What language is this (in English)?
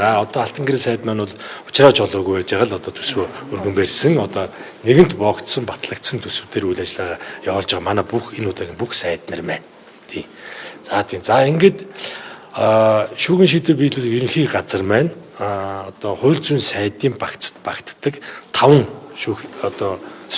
Mongolian